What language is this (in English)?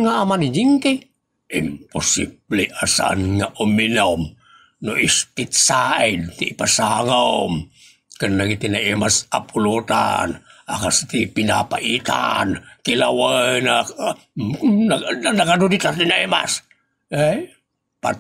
Iloko